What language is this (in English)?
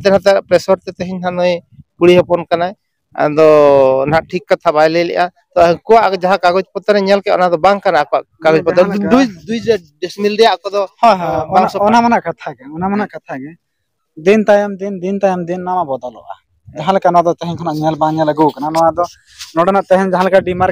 Santali